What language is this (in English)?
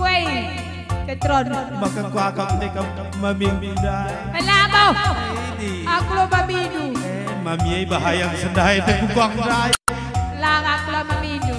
Batak Karo